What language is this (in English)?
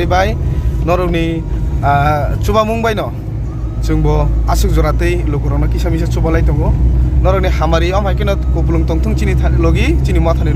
Kok Borok